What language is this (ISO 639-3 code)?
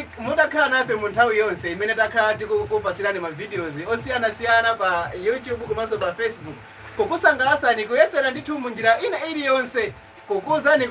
nya